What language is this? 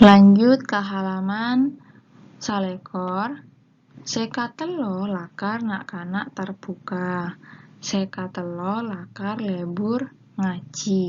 Madurese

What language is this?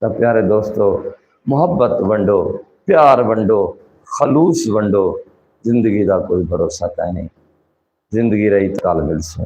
Saraiki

